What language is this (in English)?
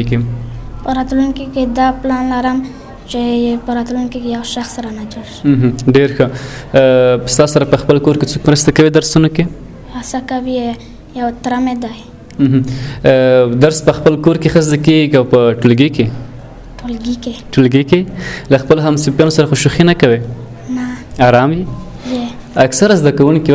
Pashto